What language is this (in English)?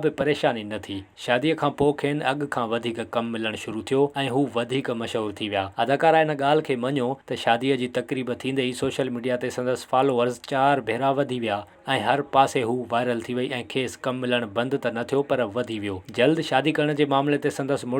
Sindhi